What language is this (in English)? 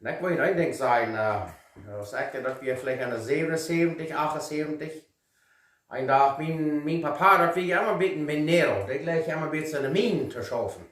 Plautdietsch